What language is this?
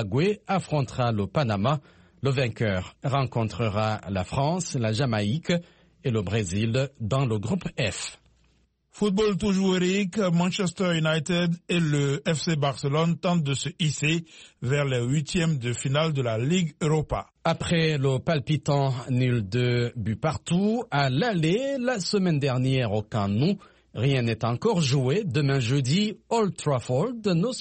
French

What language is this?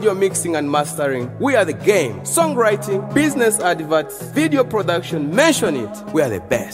Nyoro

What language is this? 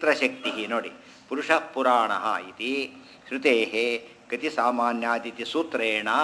Kannada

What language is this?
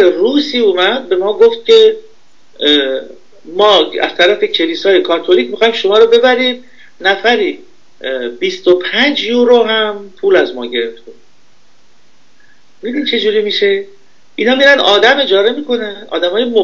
Persian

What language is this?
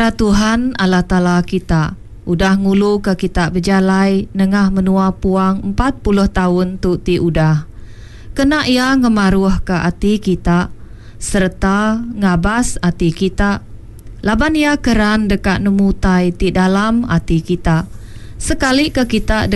Iban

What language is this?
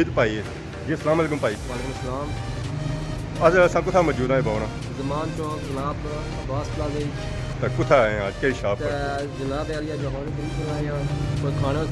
Pahari-Potwari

